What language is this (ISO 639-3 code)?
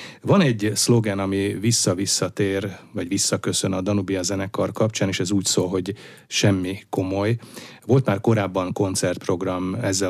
hun